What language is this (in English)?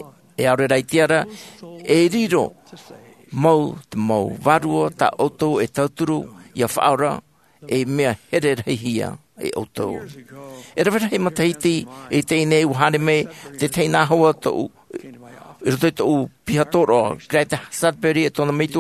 Tahitian